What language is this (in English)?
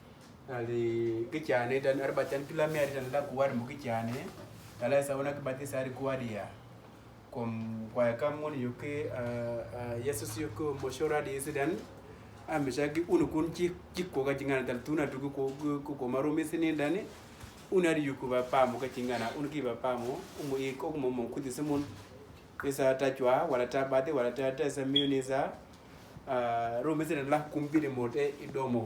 Uduk